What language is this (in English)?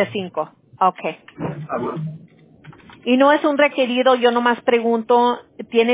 Spanish